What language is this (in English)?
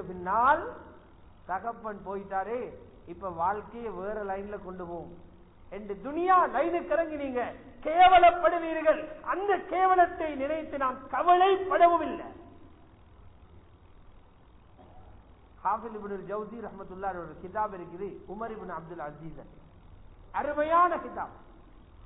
Tamil